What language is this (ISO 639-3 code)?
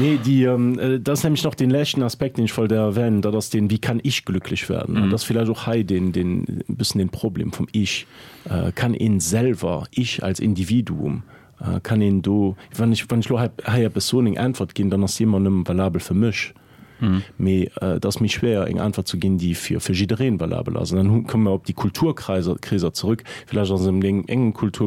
ltz